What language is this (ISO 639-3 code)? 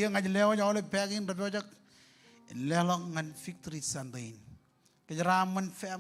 mah